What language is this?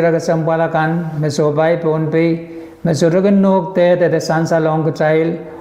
Pohnpeian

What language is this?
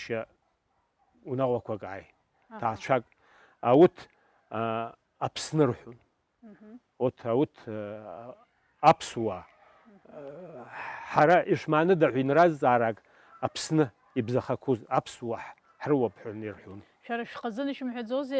Abkhazian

